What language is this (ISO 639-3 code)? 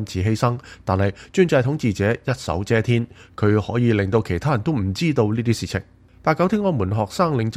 yue